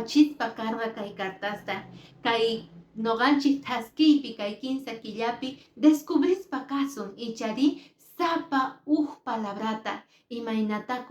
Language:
Quechua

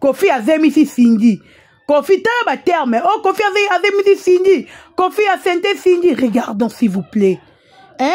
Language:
Lingala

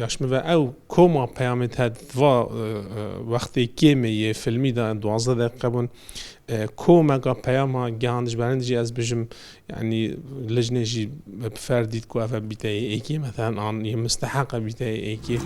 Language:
Kurdish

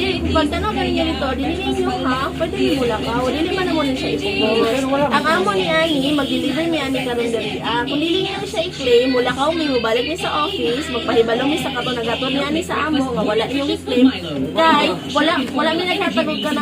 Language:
Cebuano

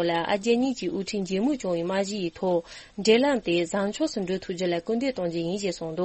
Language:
Tibetan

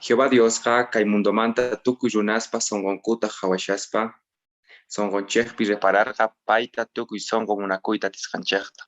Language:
Quechua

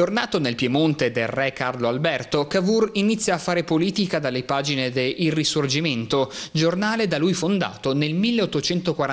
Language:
Italian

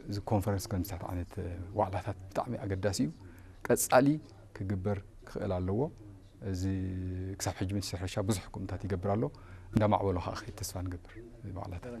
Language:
Tigrinya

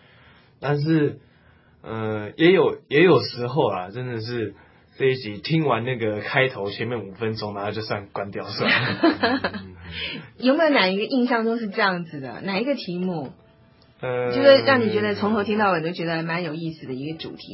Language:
Chinese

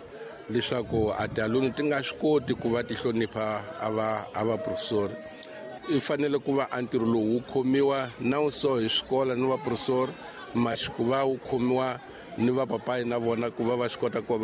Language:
Tsonga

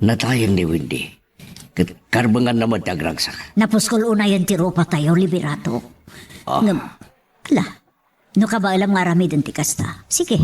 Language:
Iloko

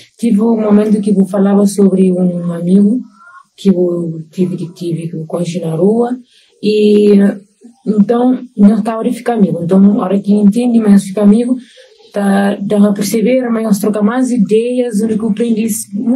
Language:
Kabuverdianu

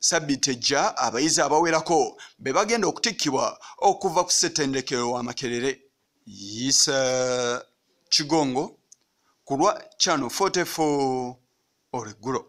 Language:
Ganda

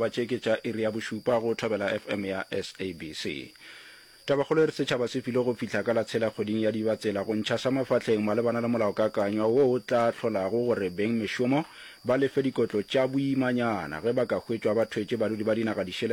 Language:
Northern Sotho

